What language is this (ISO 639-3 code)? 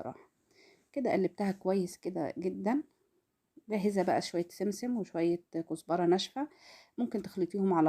arz